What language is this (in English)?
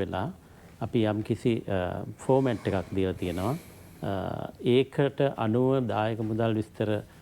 Sinhala